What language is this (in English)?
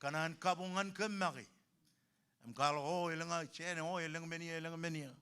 Marshallese